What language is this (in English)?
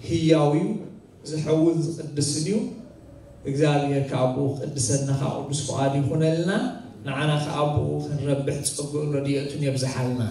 Tigrinya